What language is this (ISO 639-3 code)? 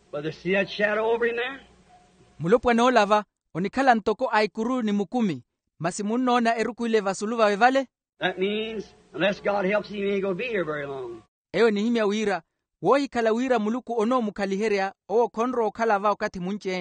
vmw